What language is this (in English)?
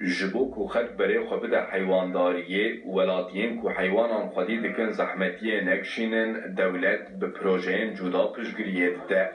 Kurdish